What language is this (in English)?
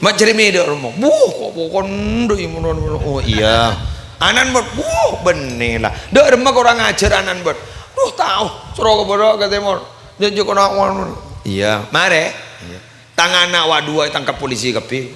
Madurese